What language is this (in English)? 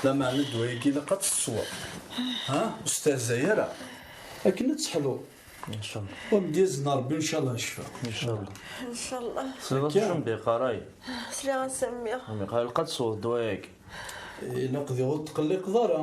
Kabyle